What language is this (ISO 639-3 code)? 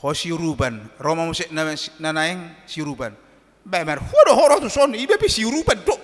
bbc